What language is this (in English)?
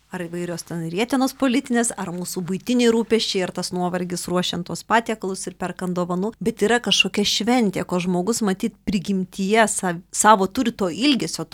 Lithuanian